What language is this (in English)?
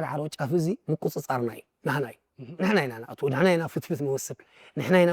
Tigrinya